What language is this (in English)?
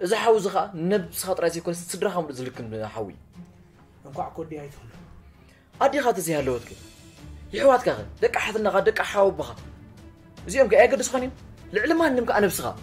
Tigrinya